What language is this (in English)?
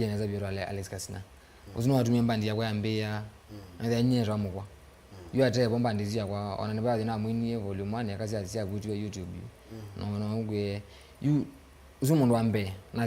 Kamba